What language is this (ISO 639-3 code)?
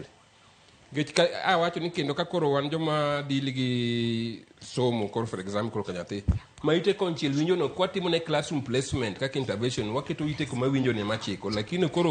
luo